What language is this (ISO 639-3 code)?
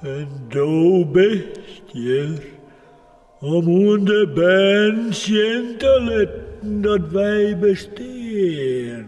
fry